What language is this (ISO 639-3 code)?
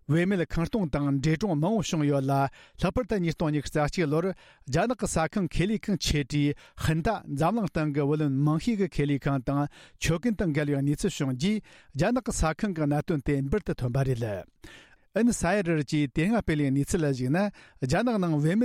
bod